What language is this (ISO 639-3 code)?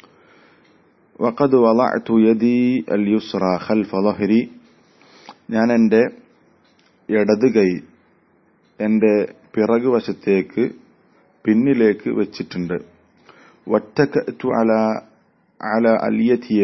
mal